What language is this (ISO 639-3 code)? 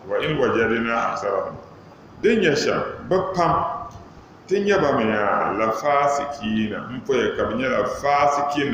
dag